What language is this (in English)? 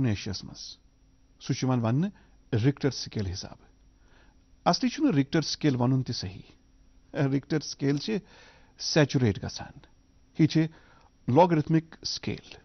Kashmiri